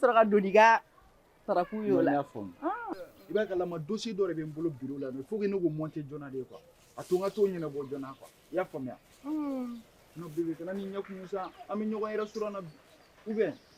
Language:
Bambara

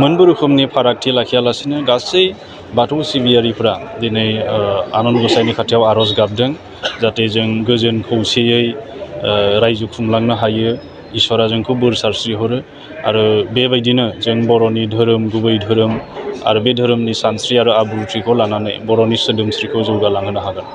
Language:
Bodo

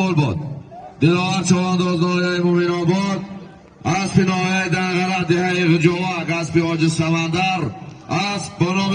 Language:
Tajik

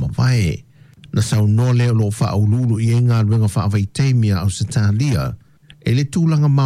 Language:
Samoan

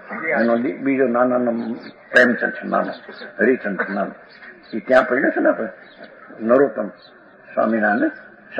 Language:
Gujarati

